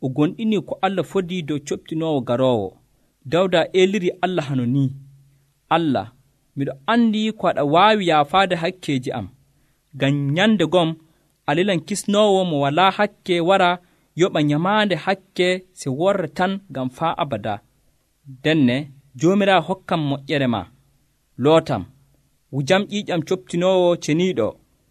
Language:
Nigerian Fulfulde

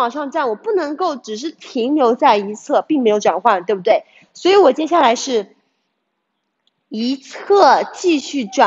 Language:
Chinese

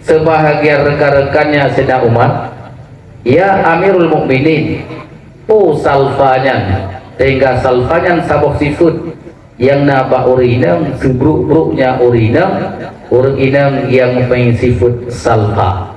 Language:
Achinese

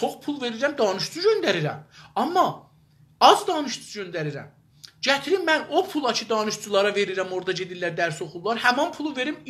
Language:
South Azerbaijani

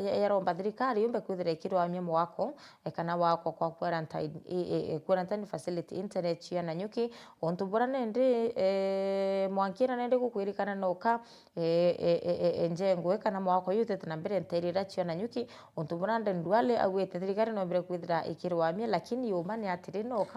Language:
Meru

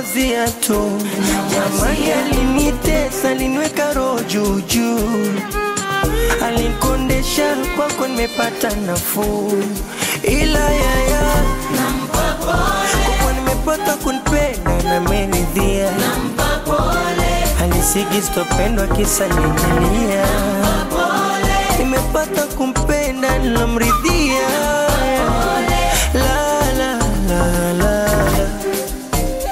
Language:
Swahili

